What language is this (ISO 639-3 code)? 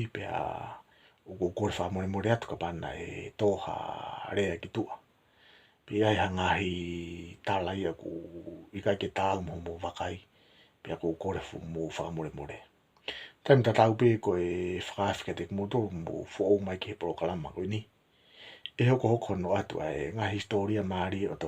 ton